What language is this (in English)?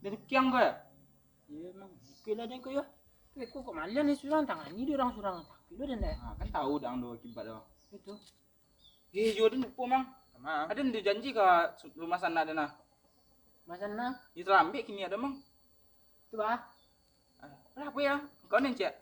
Minangkabau